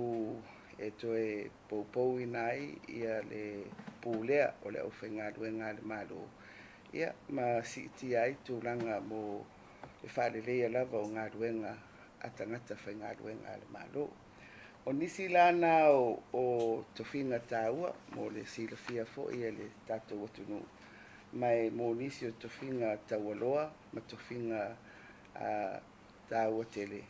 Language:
Samoan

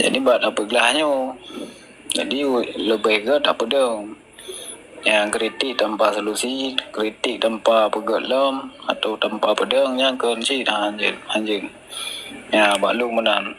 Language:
Achinese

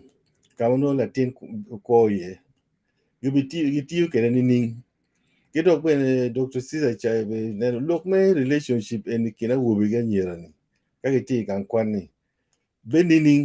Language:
Acoli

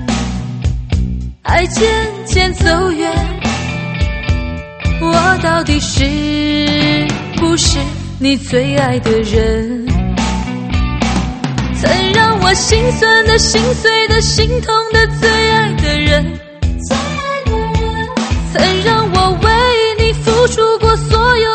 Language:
Chinese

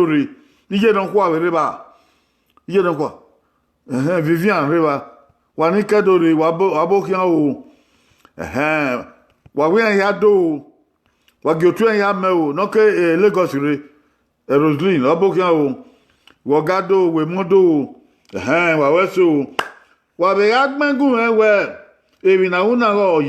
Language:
Bini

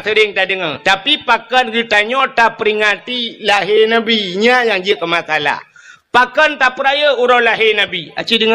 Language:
Achinese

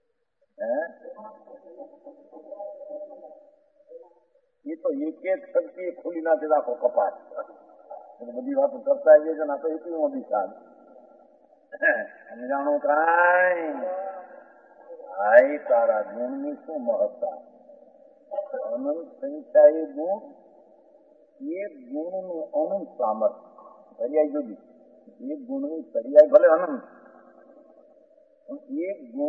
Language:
Gujarati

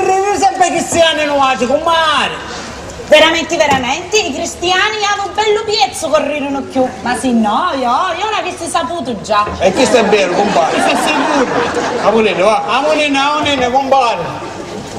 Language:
Sicilian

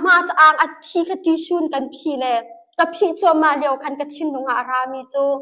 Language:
Hakha Chin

